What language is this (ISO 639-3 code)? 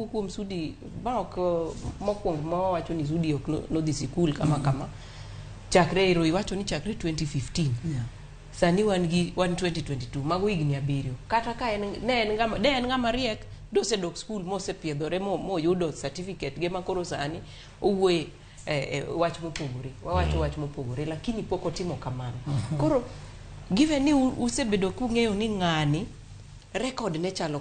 luo